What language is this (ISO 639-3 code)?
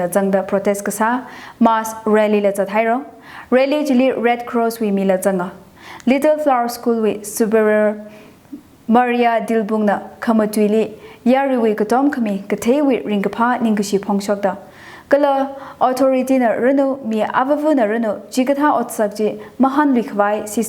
nmf